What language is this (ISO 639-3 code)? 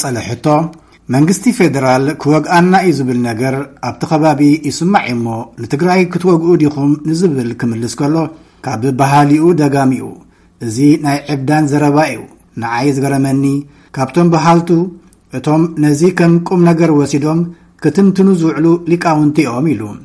tir